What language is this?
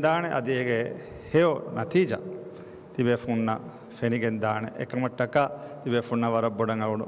Divehi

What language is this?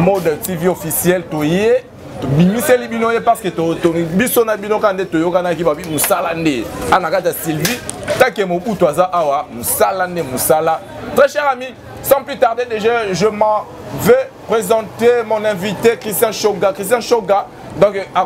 Lingala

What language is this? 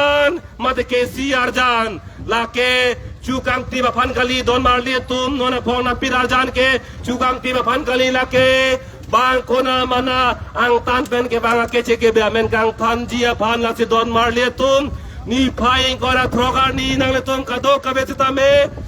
Karbi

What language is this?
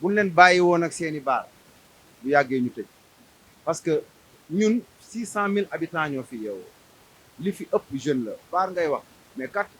Wolof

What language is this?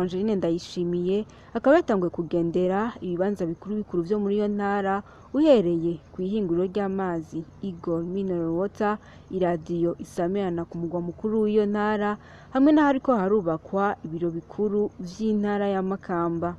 Rundi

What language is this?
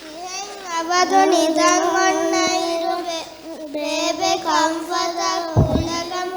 Divehi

